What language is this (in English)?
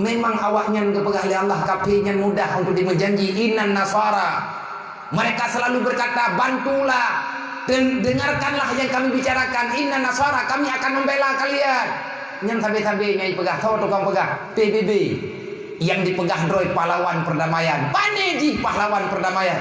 Achinese